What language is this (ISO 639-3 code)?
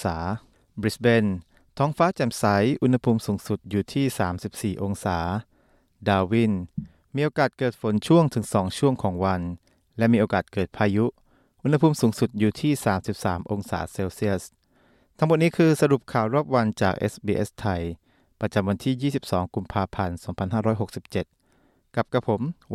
tha